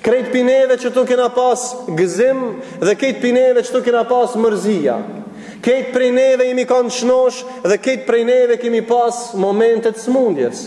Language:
Albanian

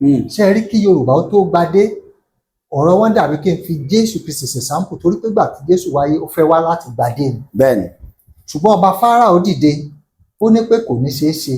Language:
Yoruba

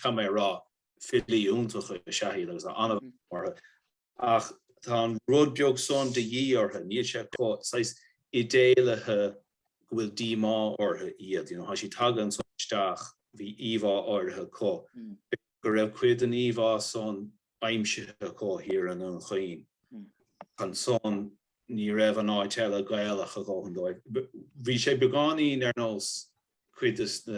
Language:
Irish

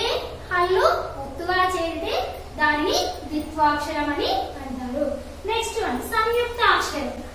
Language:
Telugu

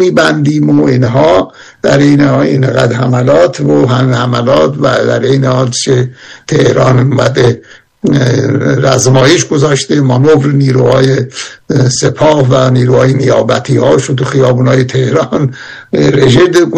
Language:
Persian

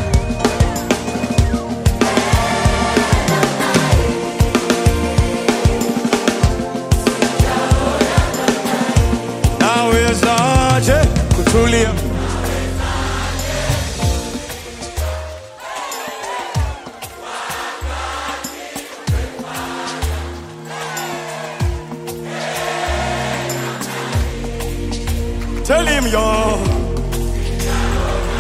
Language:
Swahili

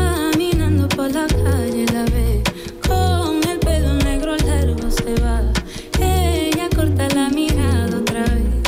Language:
Spanish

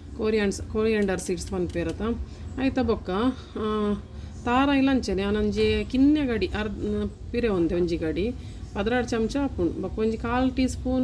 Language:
Tulu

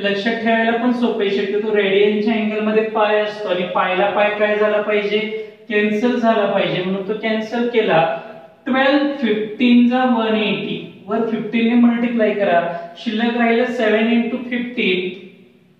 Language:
Marathi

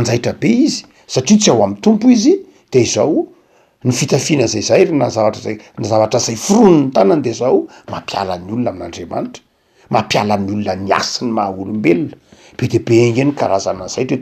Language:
Malagasy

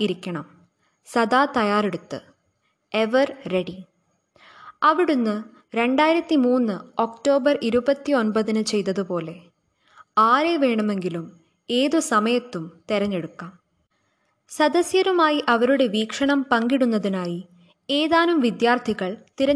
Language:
Malayalam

